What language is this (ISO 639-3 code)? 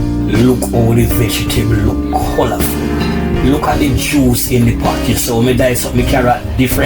jam